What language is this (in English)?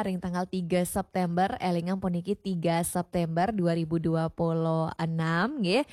Balinese